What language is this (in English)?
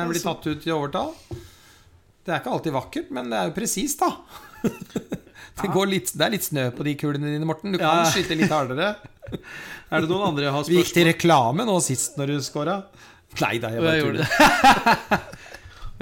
Norwegian